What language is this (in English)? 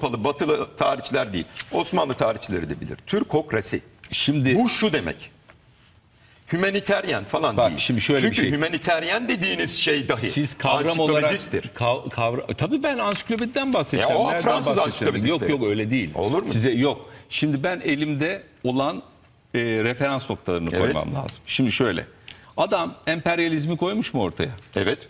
Turkish